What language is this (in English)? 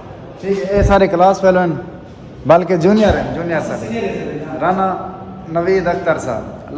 Saraiki